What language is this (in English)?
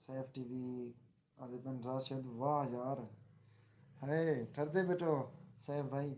Saraiki